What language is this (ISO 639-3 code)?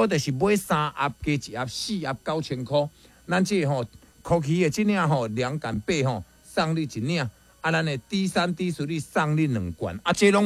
nan